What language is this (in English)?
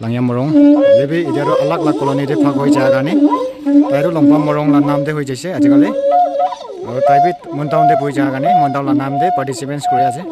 Naga Pidgin